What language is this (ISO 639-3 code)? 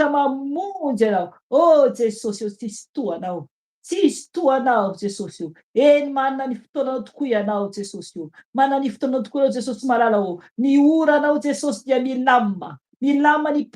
mlg